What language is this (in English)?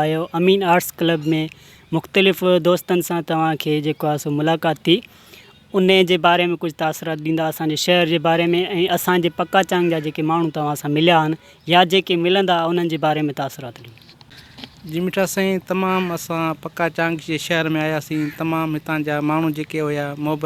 Sindhi